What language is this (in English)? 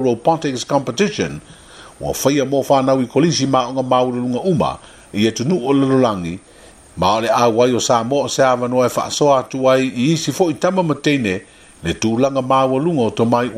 Samoan